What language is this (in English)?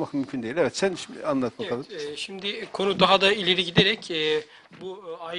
Turkish